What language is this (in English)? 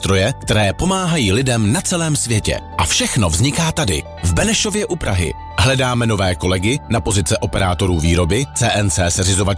Czech